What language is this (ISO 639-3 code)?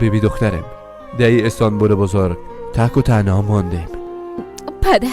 fas